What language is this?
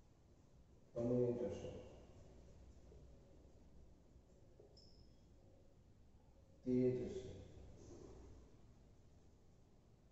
Gujarati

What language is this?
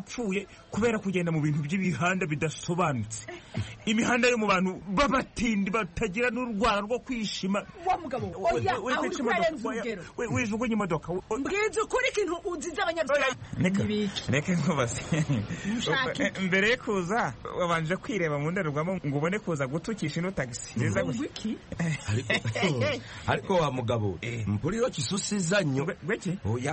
Kinyarwanda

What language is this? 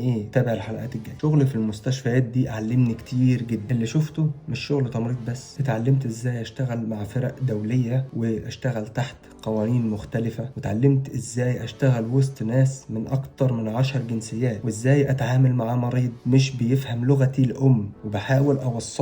Egyptian Arabic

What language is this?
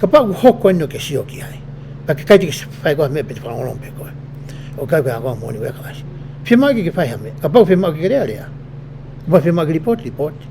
Tongan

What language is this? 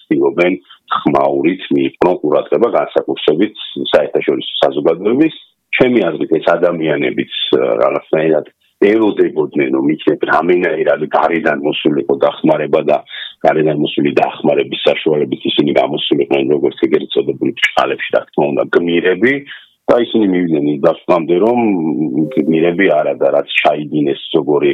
Georgian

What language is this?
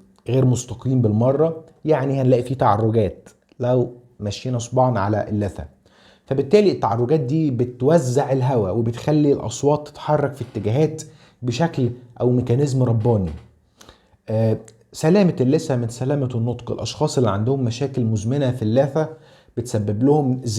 Egyptian Arabic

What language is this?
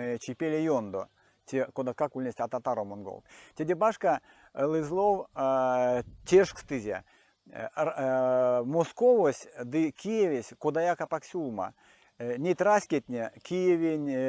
Erzya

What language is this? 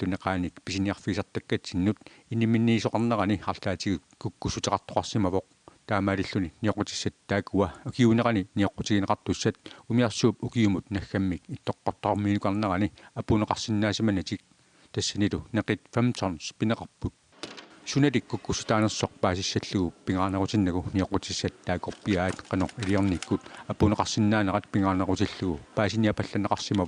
Kalaallisut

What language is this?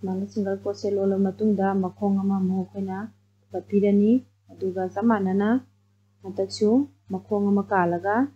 Manipuri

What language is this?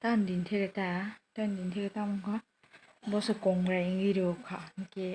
Kok Borok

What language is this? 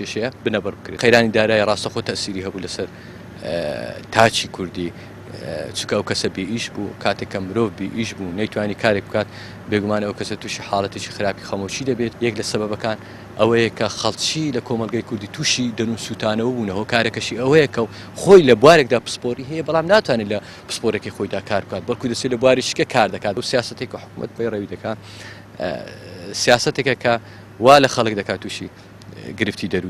Central Kurdish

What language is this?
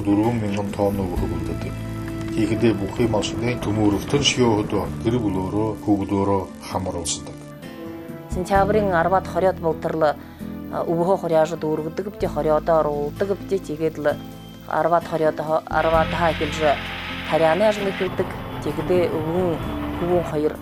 Buriat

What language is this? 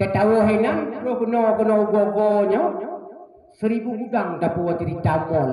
Achinese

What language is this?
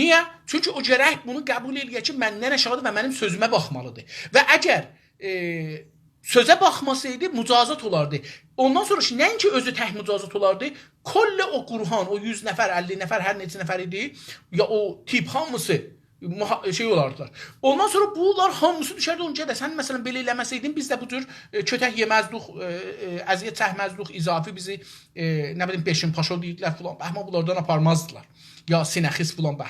South Azerbaijani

